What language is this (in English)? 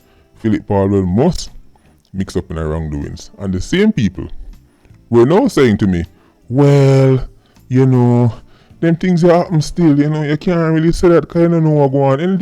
Jamaican Creole English